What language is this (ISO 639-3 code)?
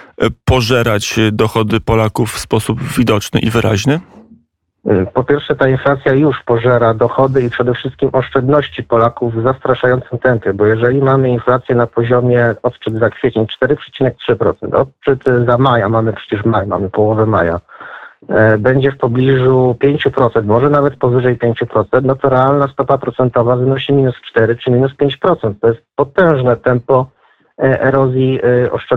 pol